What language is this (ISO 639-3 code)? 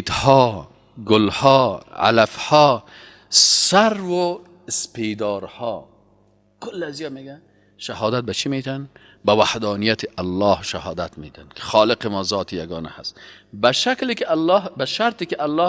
fas